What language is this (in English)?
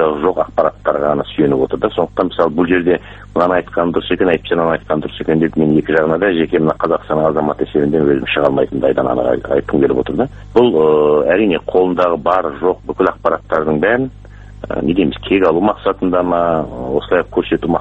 Kazakh